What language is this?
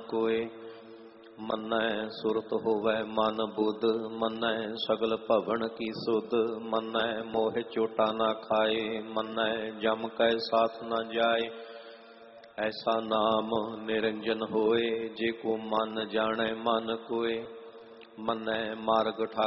Punjabi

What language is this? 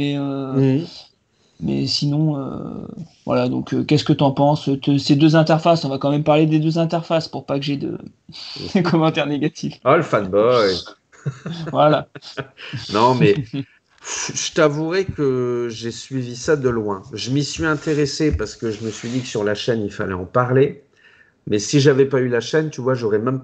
French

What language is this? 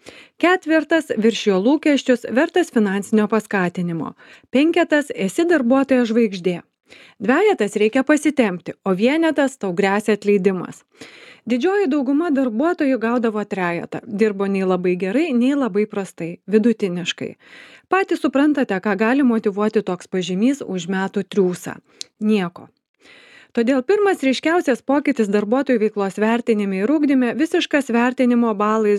Lithuanian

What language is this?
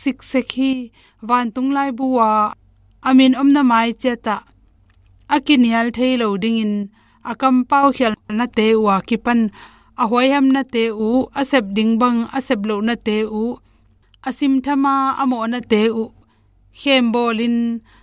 Tedim Chin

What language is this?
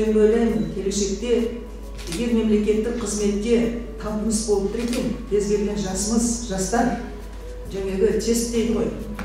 Kazakh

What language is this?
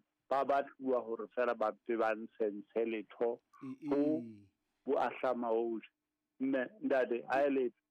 Southern Sotho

